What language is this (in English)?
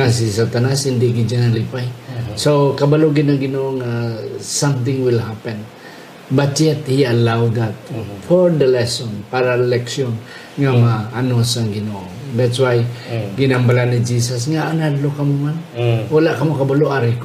Hiligaynon